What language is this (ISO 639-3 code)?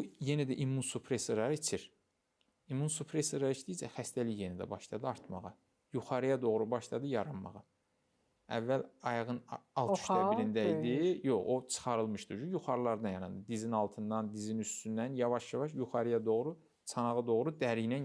aze